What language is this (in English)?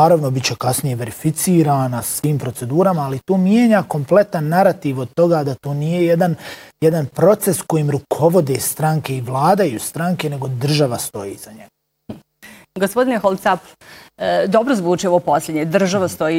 Bosnian